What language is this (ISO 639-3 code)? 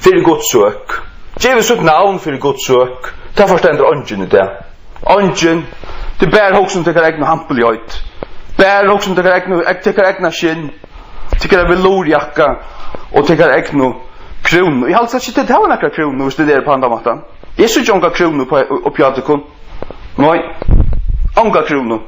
fao